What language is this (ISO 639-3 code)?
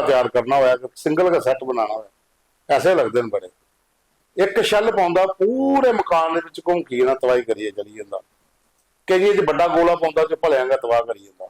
doi